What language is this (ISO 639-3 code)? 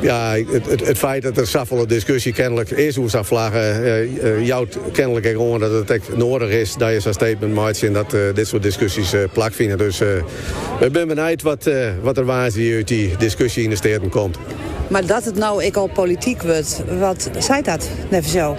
fry